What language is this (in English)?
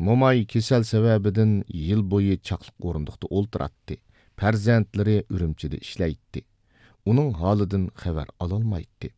Uyghur